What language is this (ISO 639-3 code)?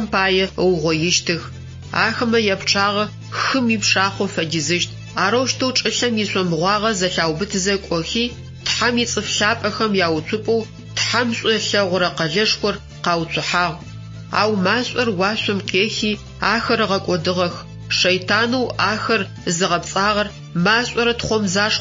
ady